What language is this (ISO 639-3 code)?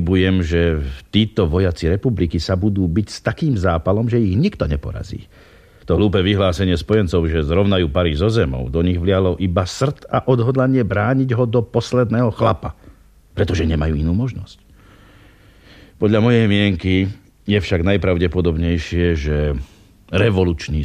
slk